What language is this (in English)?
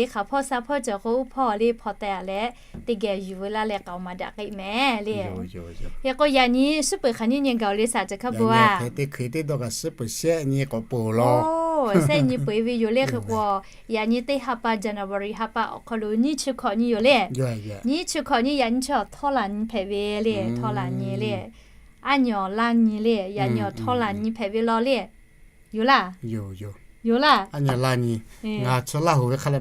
Lahu